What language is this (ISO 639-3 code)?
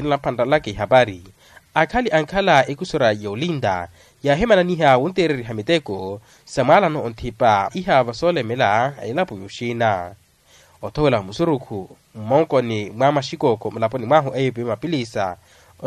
vmw